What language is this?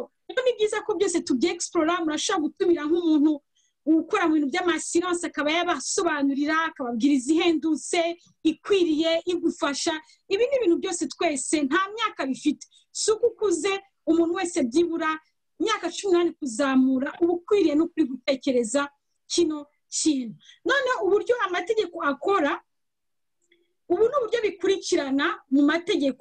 Kinyarwanda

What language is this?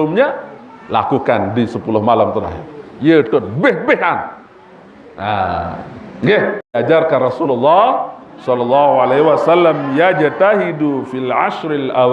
Sasak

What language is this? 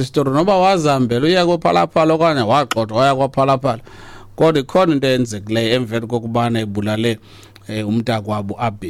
Xhosa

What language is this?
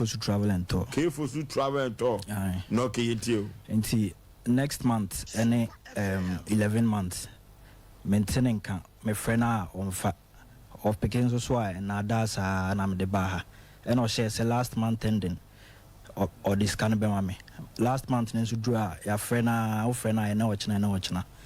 Akan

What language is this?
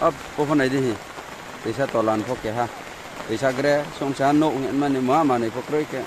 Riang (India)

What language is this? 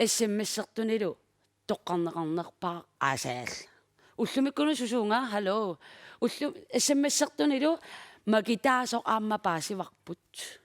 Kalaallisut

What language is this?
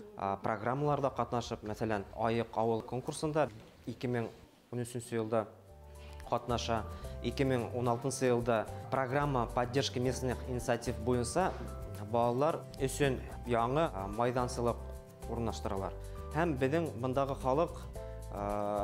Bashkir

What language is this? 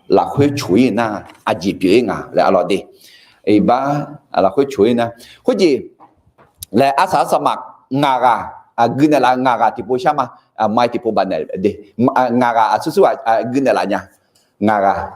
Akha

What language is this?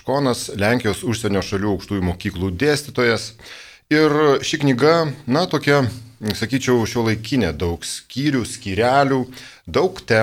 Lithuanian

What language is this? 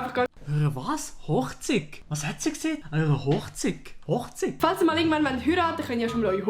Swiss German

